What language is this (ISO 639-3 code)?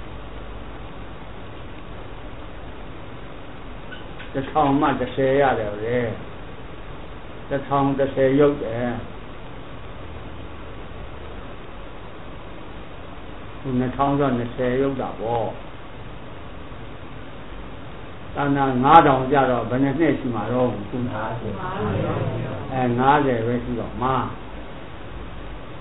mya